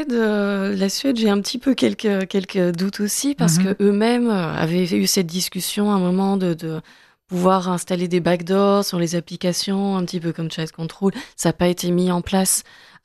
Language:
French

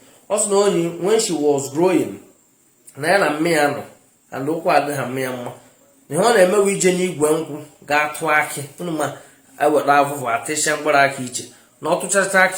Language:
Igbo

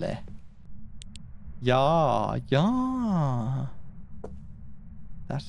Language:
Finnish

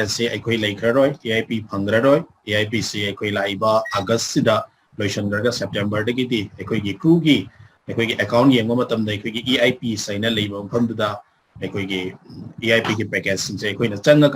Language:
Manipuri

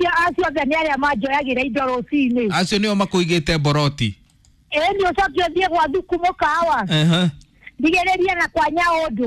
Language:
Kikuyu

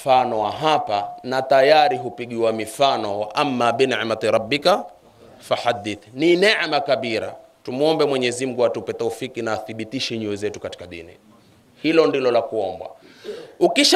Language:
Swahili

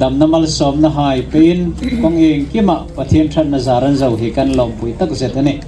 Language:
Hmar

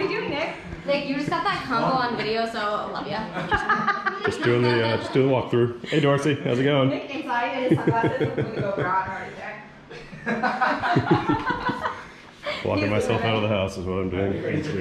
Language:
English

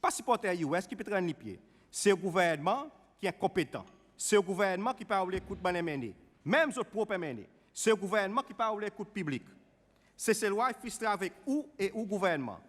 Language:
Seselwa Creole French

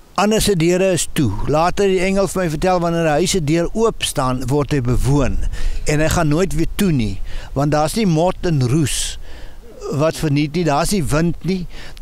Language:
Afrikaans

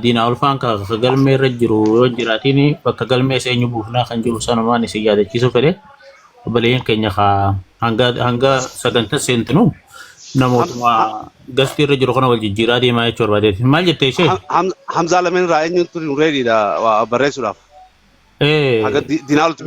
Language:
Oromo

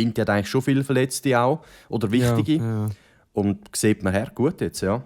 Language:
Swiss German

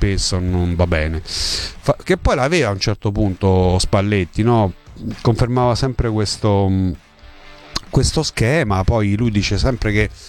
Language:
Italian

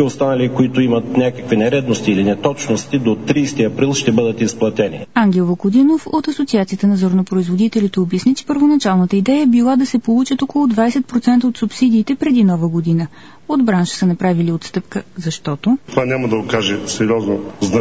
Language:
Bulgarian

